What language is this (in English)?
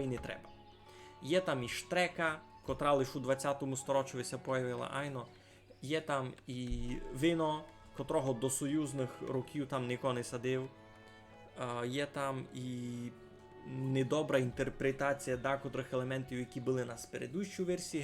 Rusyn